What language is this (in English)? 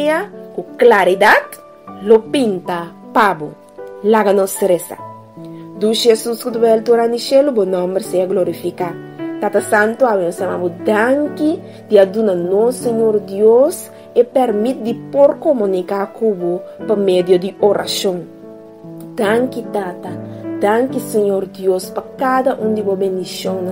Papiamento